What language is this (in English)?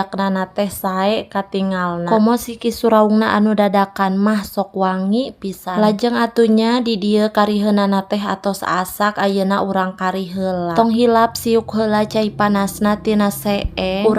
Sundanese